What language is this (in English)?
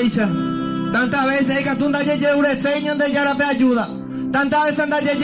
Guarani